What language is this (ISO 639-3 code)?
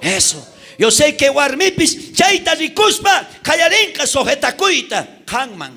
quh